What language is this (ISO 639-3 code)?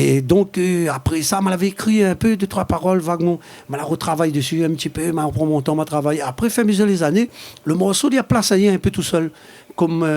rcf